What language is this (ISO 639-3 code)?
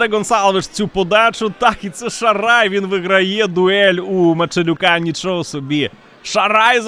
ukr